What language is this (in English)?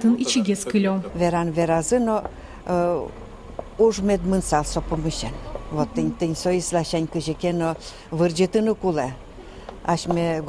Udmurt